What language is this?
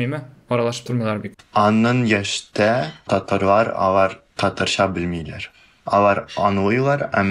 Tatar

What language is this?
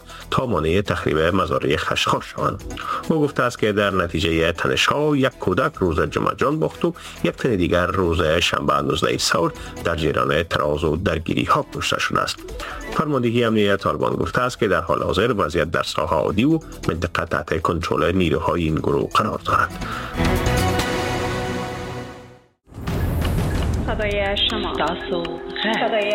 Persian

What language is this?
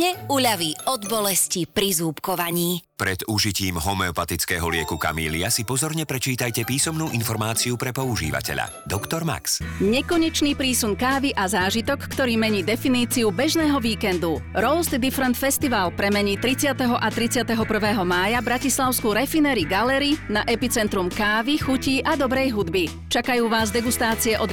Slovak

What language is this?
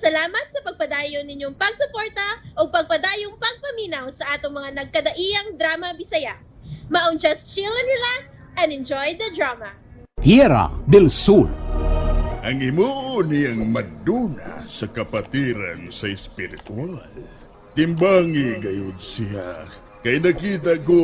Cebuano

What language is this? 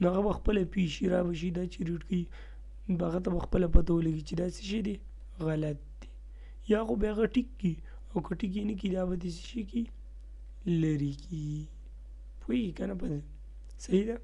Pashto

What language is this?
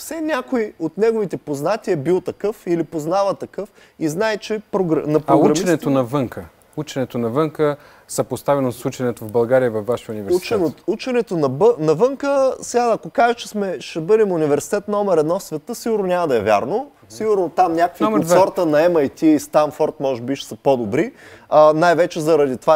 Bulgarian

